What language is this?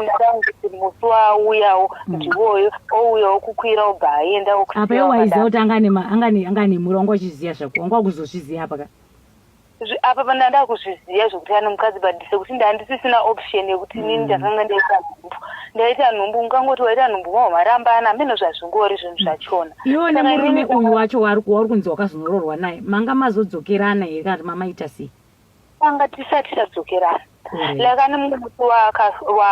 Shona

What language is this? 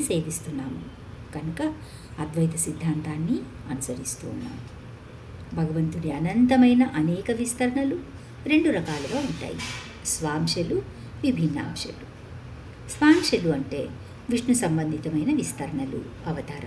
Telugu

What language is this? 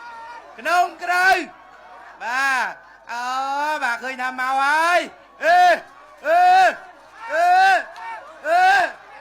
Khmer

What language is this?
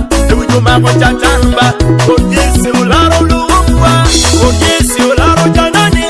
Acoli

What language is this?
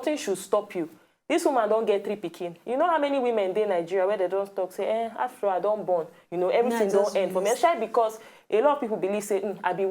Nigerian Pidgin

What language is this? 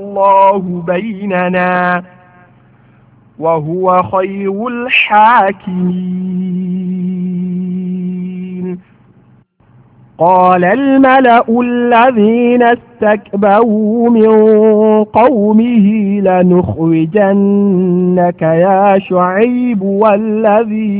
Arabic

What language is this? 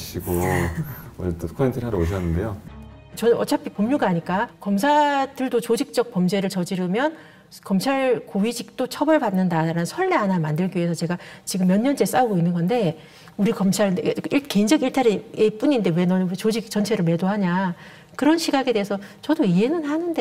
Korean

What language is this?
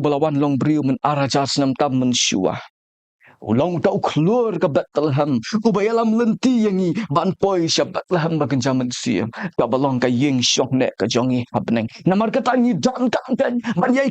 Khasi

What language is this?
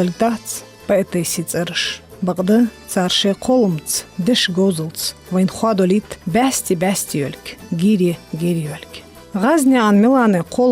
Ingush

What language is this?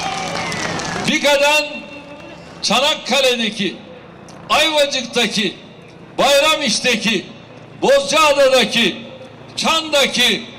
Turkish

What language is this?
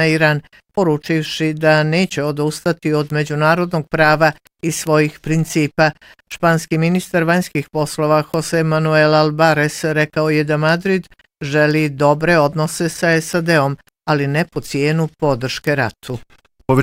Bosnian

